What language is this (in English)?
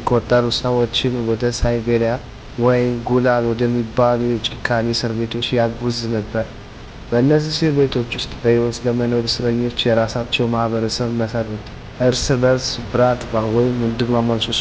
Amharic